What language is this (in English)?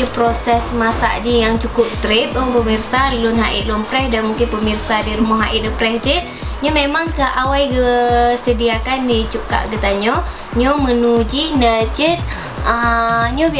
Achinese